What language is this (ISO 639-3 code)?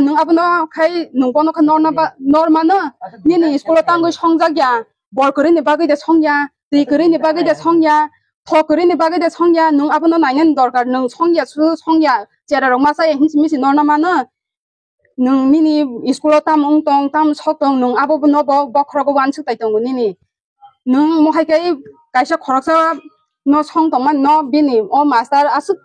trp